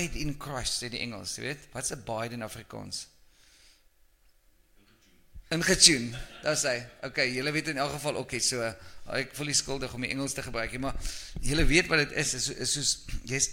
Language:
Afrikaans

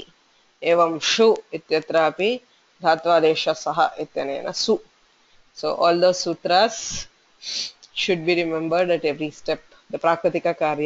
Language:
Sanskrit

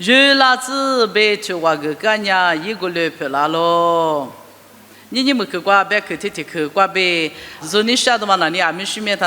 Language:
Lisu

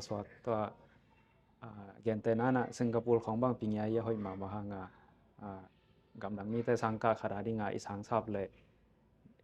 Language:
Tedim Chin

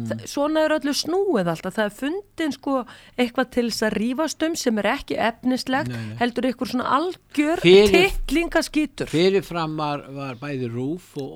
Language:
Icelandic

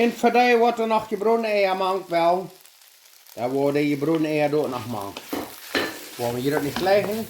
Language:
Plautdietsch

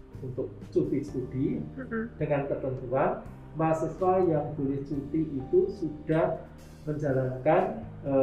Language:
Indonesian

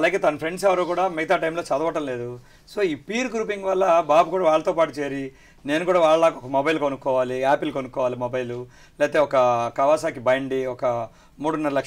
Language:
Telugu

